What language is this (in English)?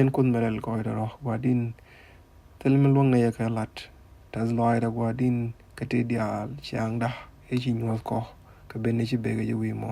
Nuer